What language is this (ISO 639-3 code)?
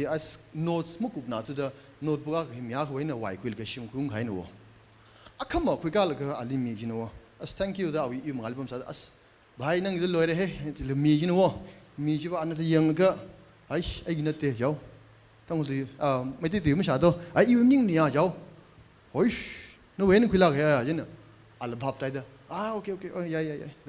nmf